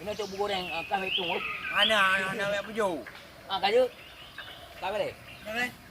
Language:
Achinese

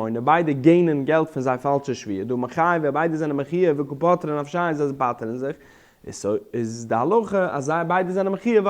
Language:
Yiddish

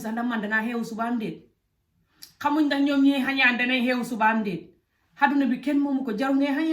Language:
Wolof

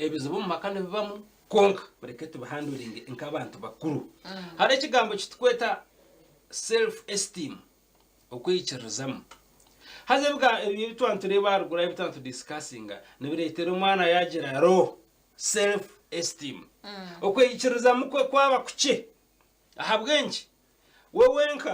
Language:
Nyankole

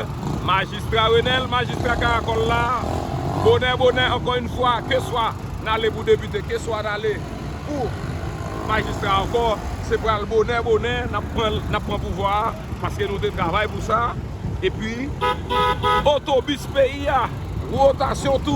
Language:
Haitian Creole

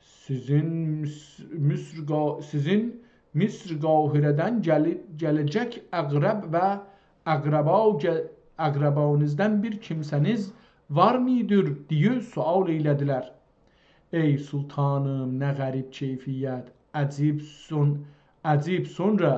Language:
South Azerbaijani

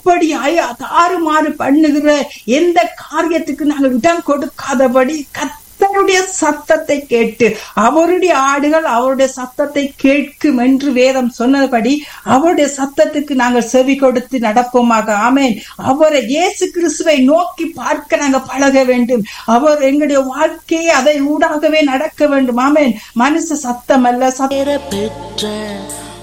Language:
Tamil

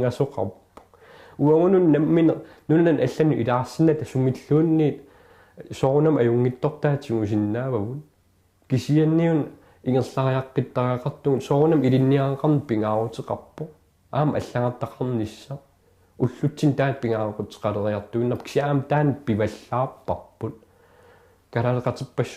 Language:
Kalaallisut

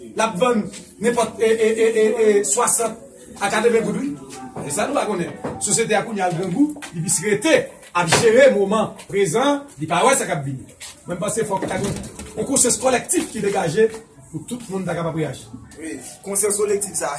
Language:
Haitian Creole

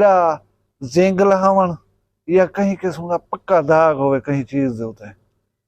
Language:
Saraiki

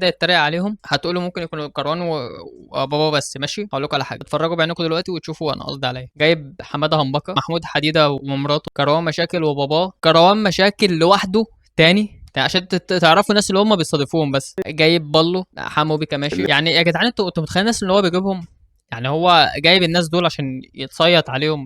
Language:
Egyptian Arabic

